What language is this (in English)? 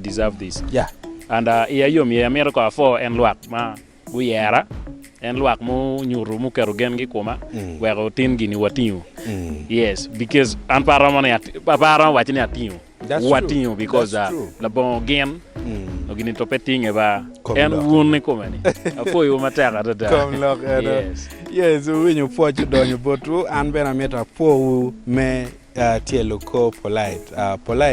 Acoli